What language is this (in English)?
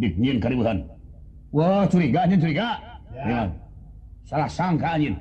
Sundanese